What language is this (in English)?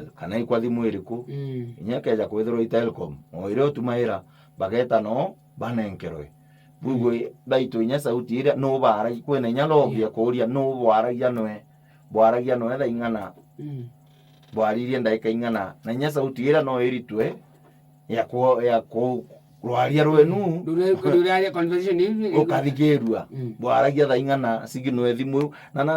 Meru